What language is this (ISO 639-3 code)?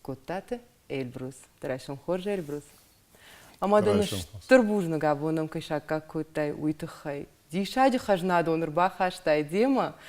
oss